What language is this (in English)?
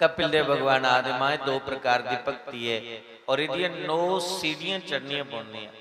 Dogri